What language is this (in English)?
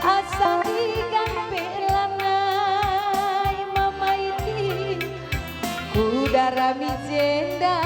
Batak Karo